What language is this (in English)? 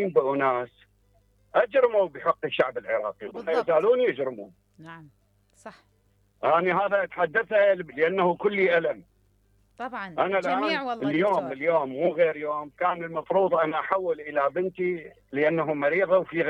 Mesopotamian Arabic